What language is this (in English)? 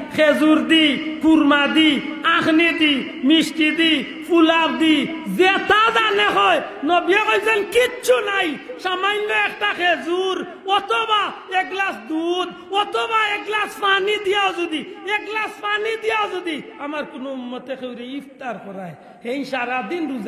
Sylheti